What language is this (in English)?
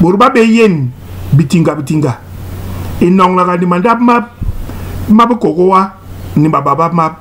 Basaa